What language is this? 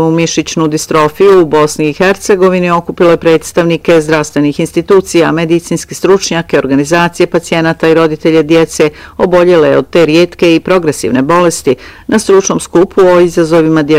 Bosnian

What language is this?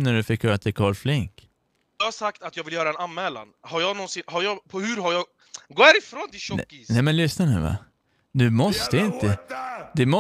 Swedish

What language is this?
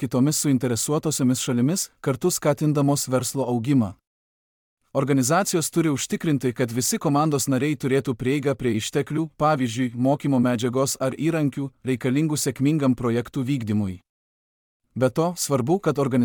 Lithuanian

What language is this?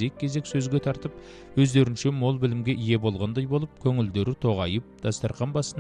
Kazakh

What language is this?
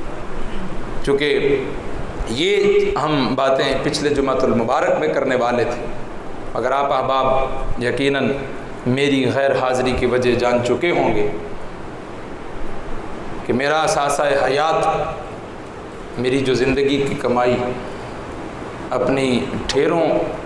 Urdu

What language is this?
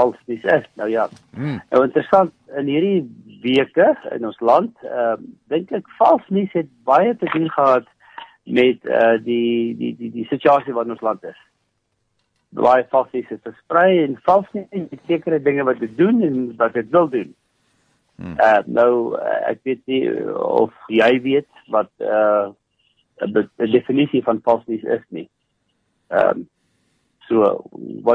Afrikaans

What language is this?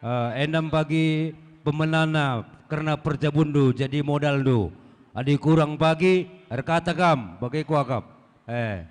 Batak Karo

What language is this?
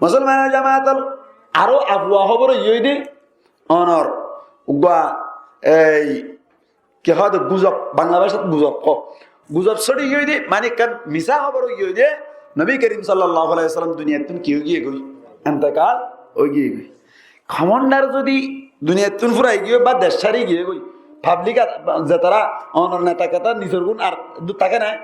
Rohingya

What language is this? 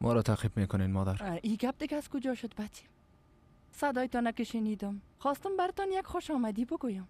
Persian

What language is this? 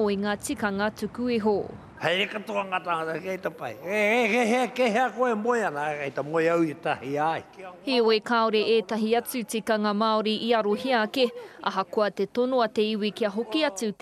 Māori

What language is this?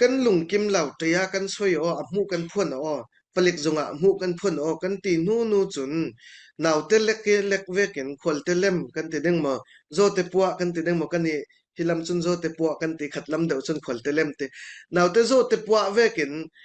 Falam Chin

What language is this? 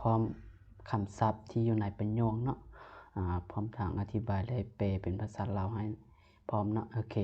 Lao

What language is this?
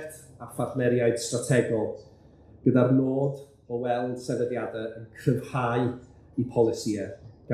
Welsh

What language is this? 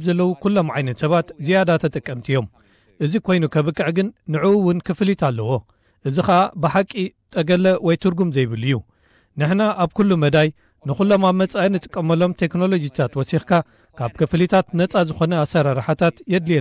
Tigrinya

